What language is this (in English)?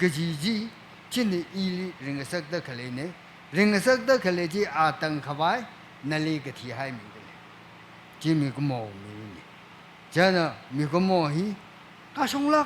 Tangkhul Naga (India)